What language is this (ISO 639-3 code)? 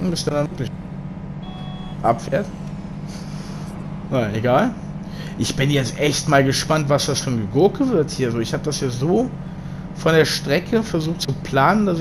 deu